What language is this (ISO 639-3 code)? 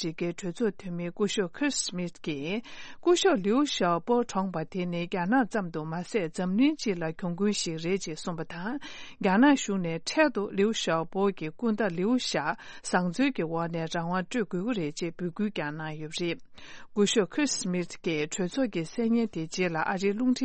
bod